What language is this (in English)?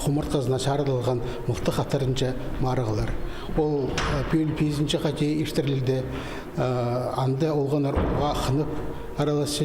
Khakas